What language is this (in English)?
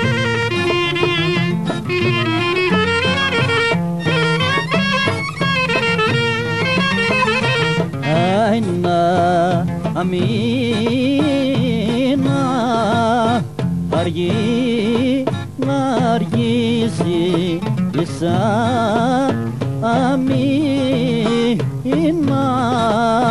Greek